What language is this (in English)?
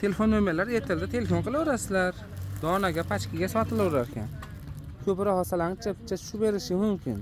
Uzbek